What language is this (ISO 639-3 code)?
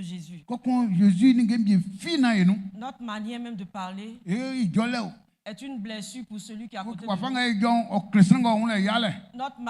bci